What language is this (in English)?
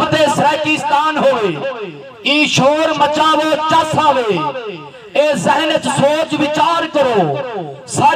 Saraiki